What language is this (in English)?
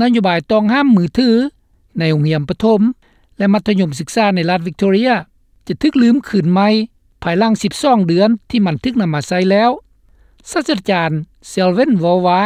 Lao